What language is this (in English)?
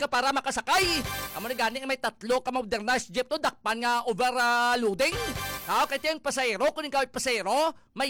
Hiligaynon